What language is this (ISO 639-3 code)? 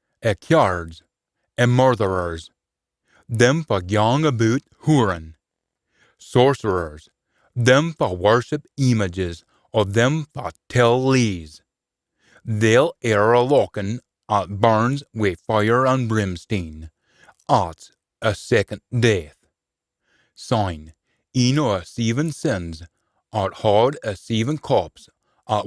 sco